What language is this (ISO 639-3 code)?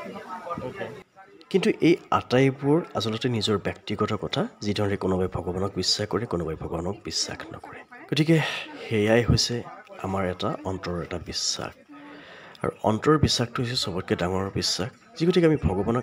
asm